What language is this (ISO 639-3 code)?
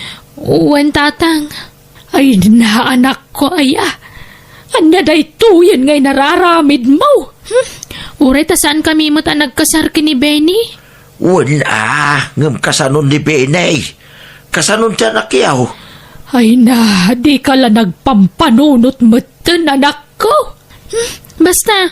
ilo